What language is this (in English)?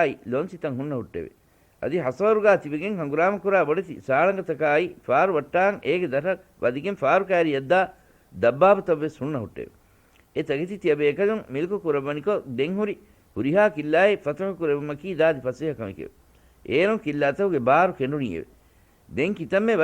Divehi